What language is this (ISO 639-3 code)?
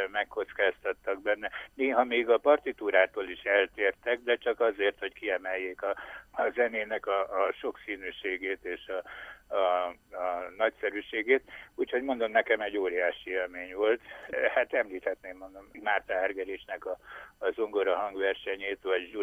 hun